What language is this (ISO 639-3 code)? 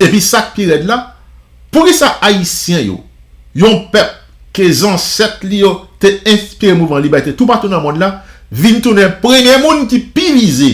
hat